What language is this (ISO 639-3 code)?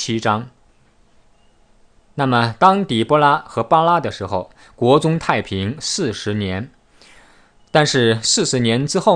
zho